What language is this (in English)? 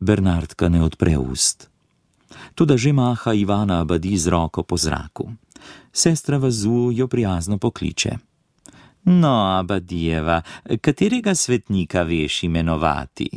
Slovenian